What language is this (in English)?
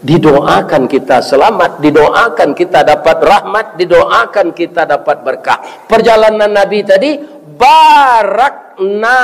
Minangkabau